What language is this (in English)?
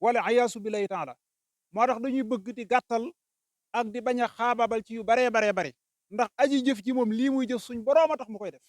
Wolof